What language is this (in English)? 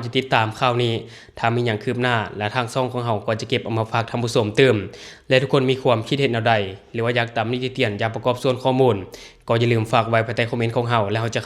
Lao